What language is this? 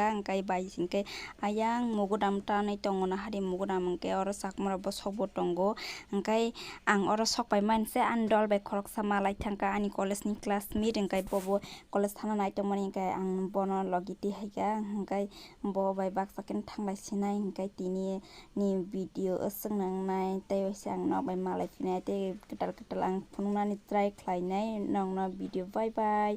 Kok Borok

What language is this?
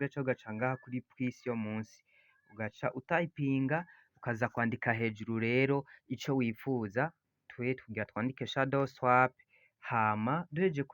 Rundi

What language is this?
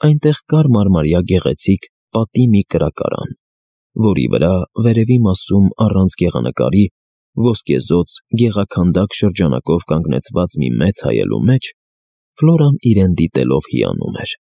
Armenian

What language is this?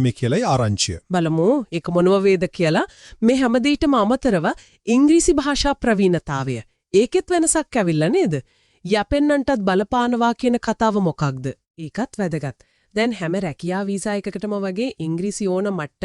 Sinhala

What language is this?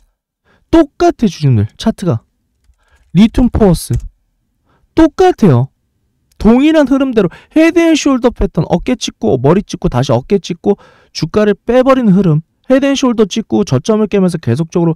Korean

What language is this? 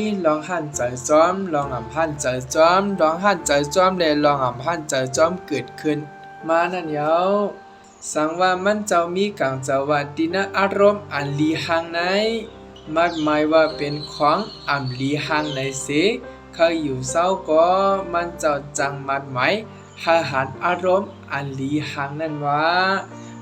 Shan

